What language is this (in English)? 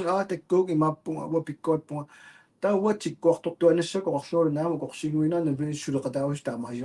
Kalaallisut